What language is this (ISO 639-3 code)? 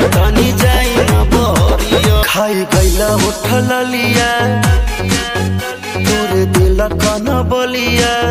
bho